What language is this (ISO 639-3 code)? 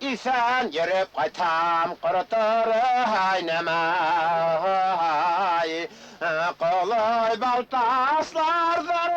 bak